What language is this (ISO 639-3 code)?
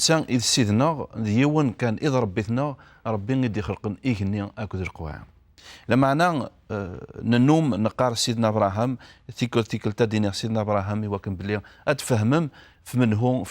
kab